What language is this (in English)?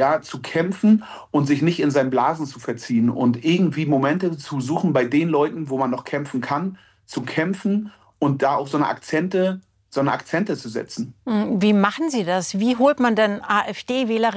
German